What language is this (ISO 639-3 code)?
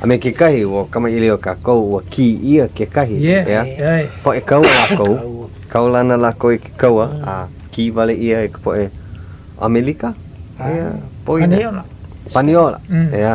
haw